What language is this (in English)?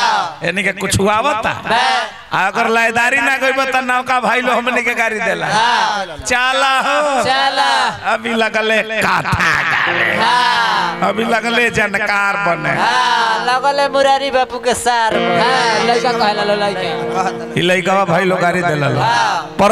Bhojpuri